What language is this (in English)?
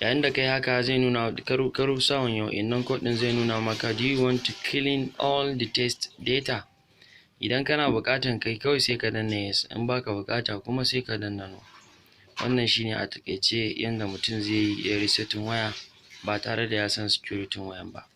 Hausa